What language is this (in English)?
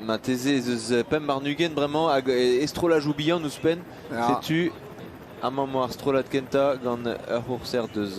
Breton